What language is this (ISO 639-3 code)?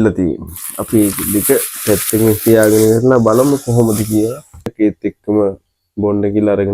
sin